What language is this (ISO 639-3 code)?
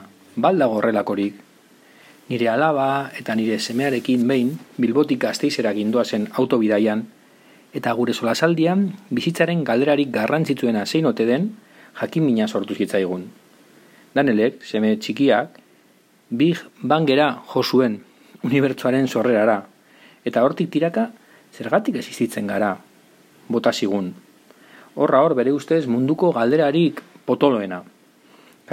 eus